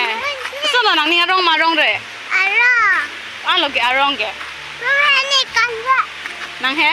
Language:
Karbi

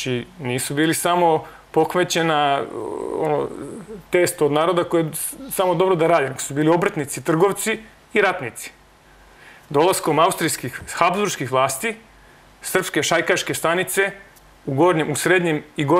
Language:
Serbian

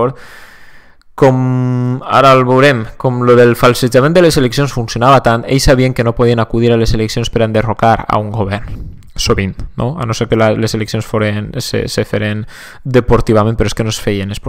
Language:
Catalan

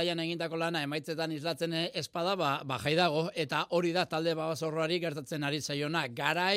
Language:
Basque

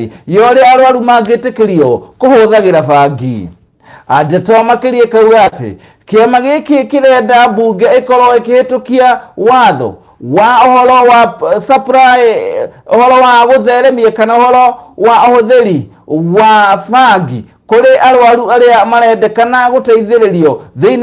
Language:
Kikuyu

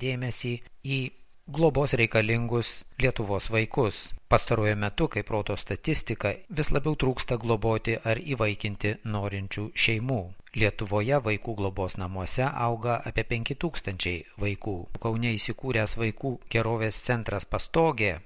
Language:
Lithuanian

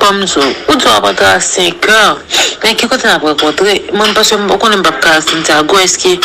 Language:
Haitian Creole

